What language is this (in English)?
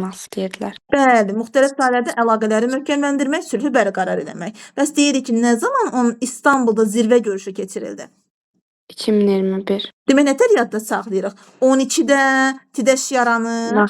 Azerbaijani